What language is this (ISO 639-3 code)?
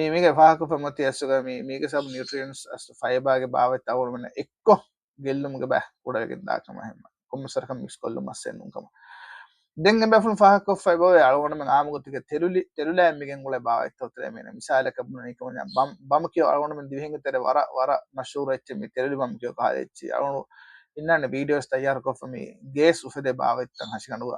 div